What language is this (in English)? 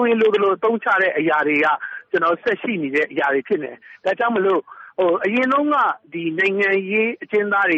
Burmese